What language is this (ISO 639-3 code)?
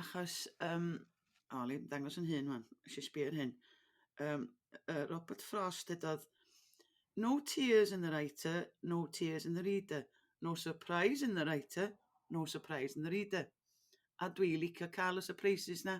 cym